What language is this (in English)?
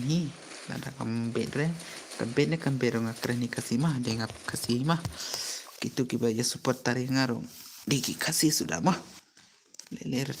Khasi